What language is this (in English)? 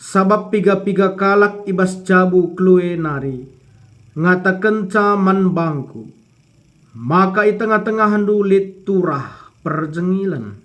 Batak Karo